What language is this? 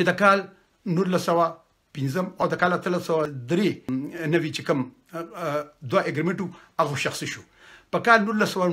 Pashto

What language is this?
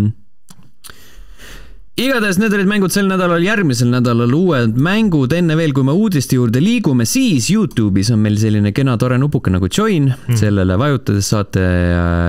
Estonian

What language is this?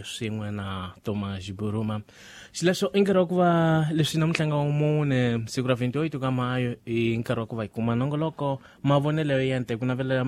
Tsonga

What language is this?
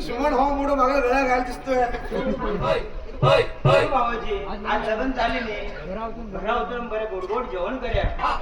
Konkani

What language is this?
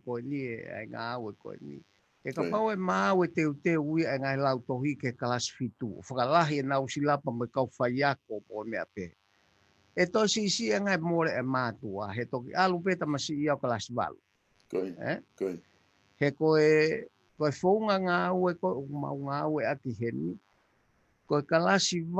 Tongan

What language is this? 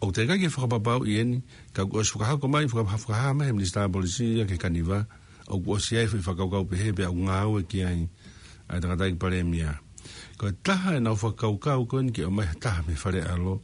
Tongan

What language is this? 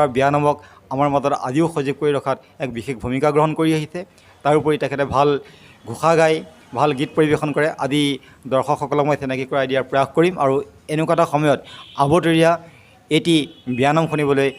Assamese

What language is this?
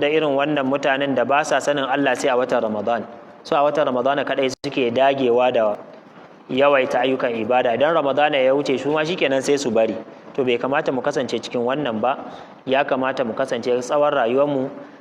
Hausa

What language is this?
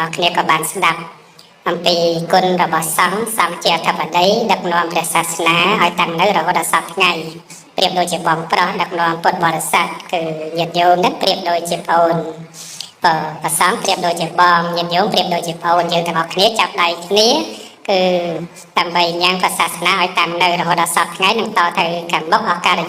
Khmer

